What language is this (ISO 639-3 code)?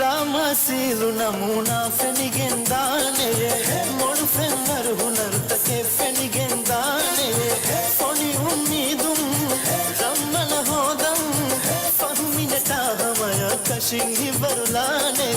div